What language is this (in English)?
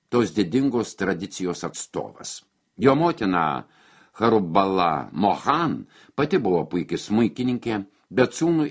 Lithuanian